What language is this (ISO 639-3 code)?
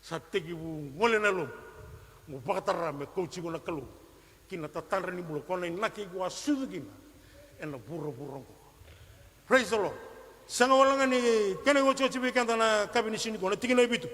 fij